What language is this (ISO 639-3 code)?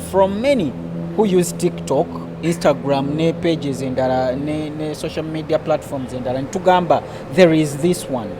lug